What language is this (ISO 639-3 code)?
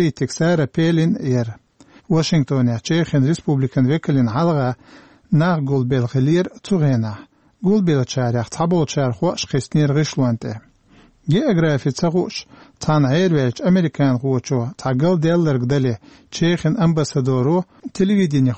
che